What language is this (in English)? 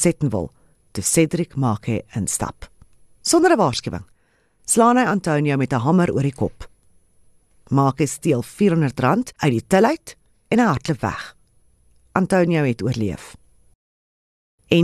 Afrikaans